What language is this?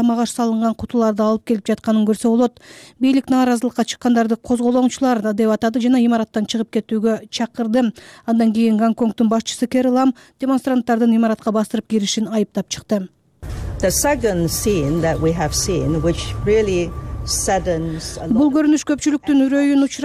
Kyrgyz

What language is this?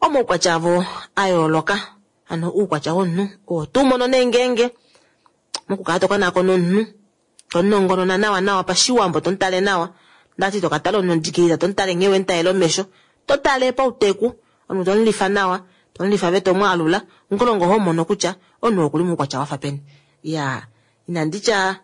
Kuanyama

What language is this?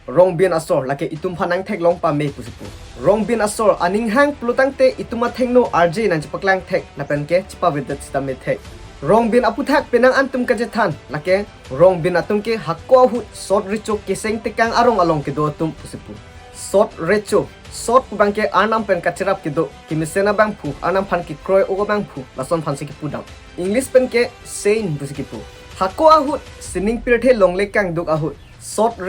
Karbi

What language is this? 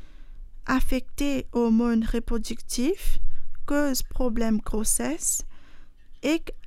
Morisyen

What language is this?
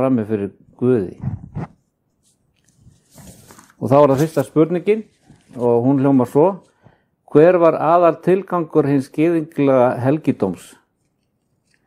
Icelandic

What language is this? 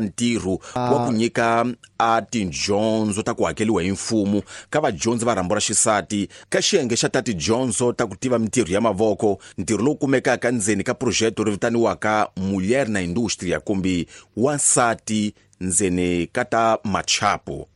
Tsonga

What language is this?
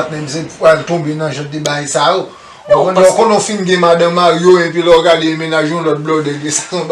Haitian Creole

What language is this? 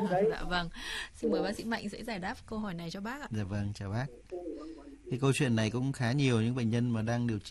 Vietnamese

